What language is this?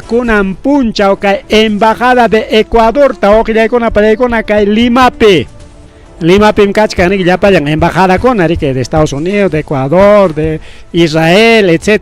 Ayacucho Quechua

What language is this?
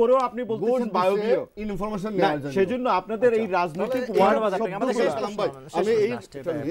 Bangla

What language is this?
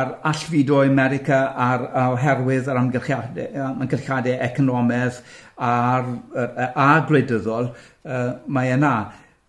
Welsh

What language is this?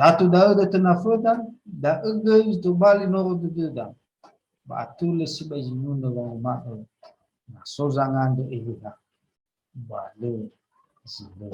Nias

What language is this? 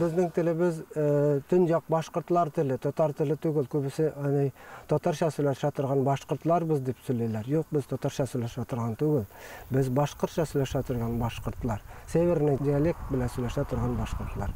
Bashkir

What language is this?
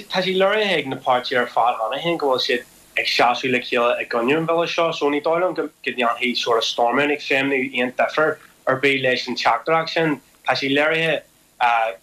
Irish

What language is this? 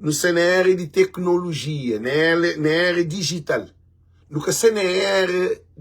Kabuverdianu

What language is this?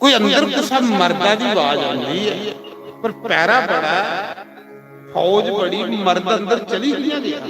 Dogri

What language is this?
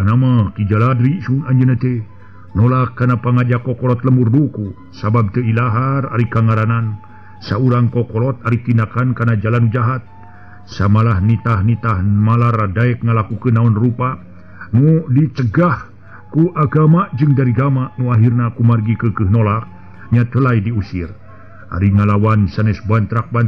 Sundanese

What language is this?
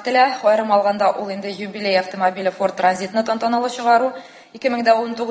Tatar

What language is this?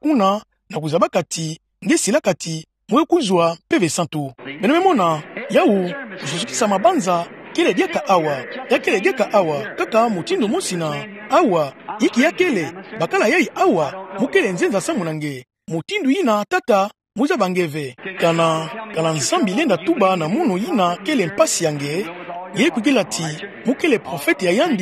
Kituba (Democratic Republic of Congo)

